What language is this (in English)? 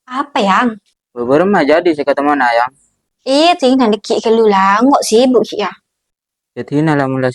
Madurese